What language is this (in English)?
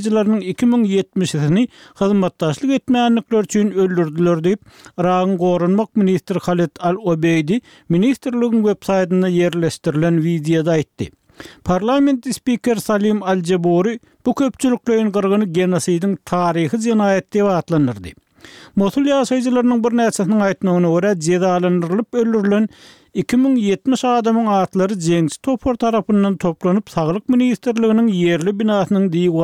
Turkmen